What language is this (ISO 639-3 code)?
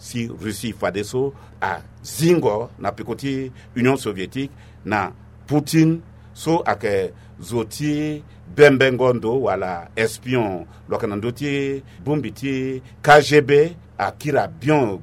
sag